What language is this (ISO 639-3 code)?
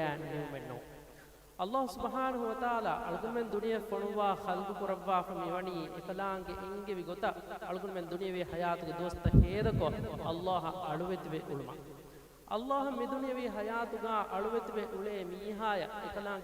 div